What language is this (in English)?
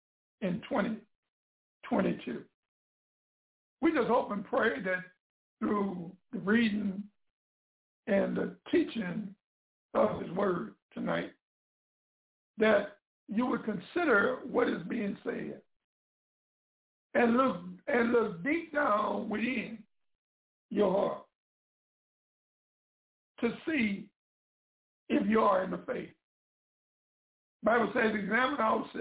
English